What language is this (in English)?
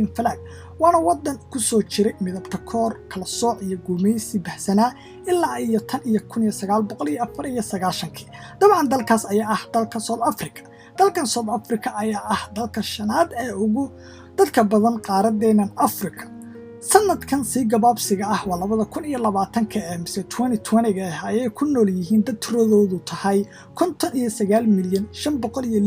Somali